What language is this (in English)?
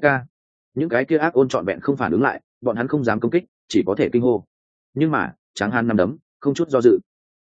Vietnamese